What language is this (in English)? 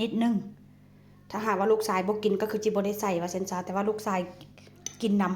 Lao